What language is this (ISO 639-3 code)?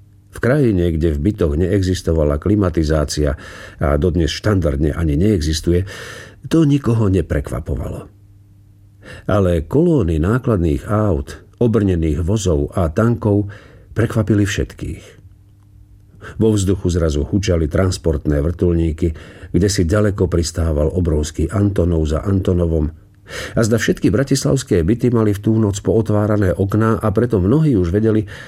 slk